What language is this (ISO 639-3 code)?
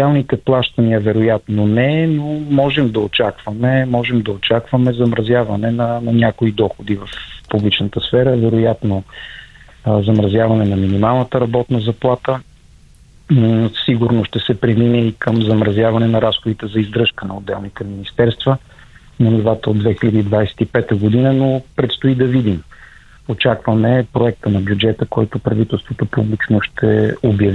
bul